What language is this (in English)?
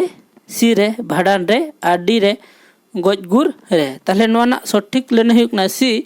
Santali